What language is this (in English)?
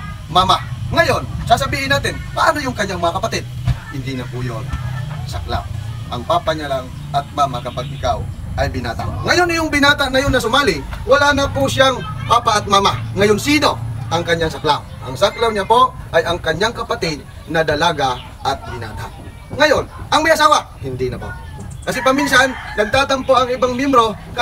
Filipino